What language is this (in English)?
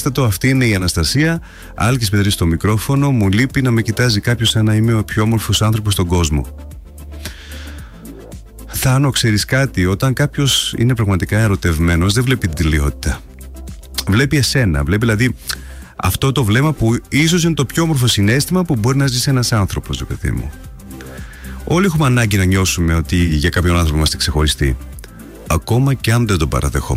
Greek